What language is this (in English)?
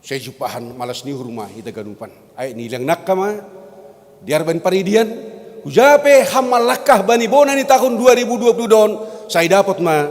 Batak Simalungun